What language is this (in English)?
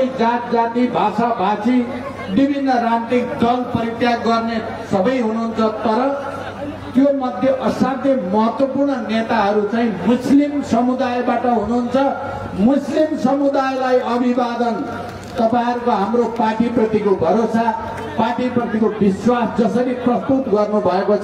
Nepali